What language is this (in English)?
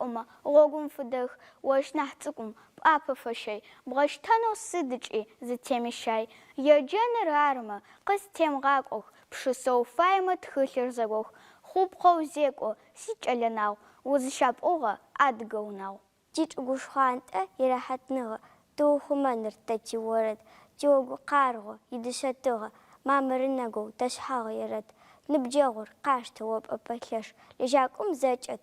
Adyghe